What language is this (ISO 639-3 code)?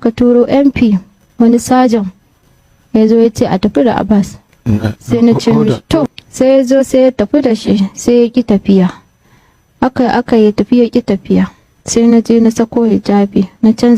hau